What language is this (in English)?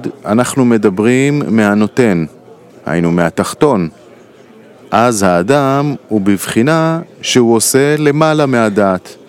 Hebrew